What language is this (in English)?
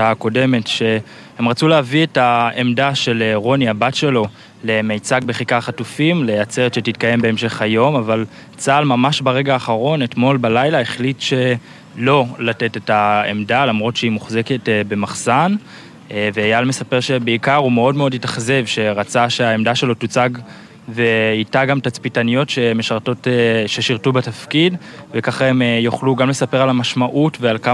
Hebrew